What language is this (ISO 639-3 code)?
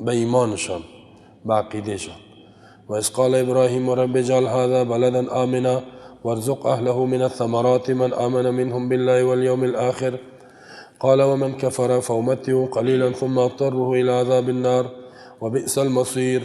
fas